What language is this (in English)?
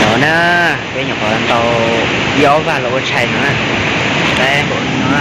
Hmong